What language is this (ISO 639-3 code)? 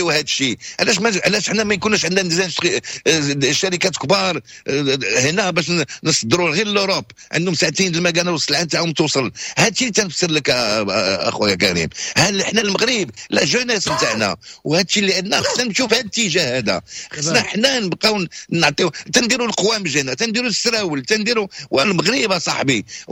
ary